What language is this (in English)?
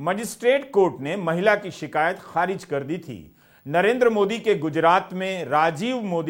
Hindi